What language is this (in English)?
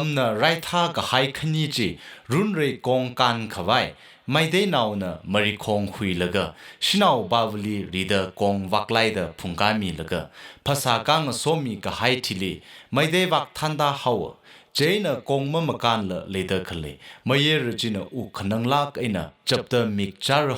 Tangkhul Naga (India)